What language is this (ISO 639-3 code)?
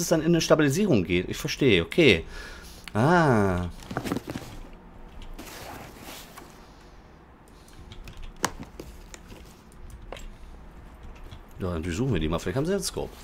deu